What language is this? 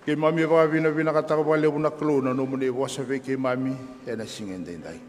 Fijian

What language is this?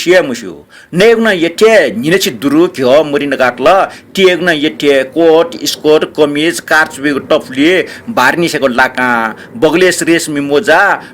Newari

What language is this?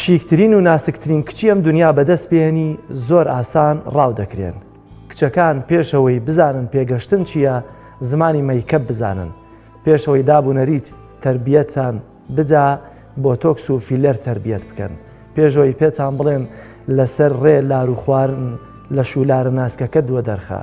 Central Kurdish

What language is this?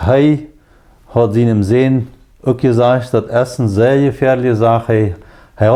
Plautdietsch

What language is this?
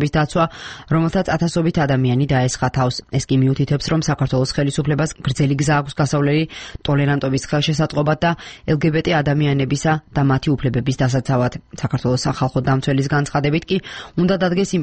Georgian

